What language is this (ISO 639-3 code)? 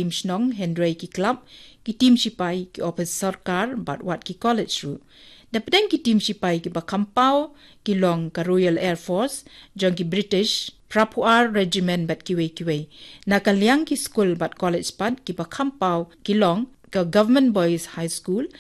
kha